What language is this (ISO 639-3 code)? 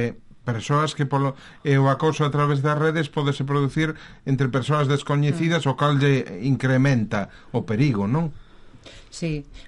glg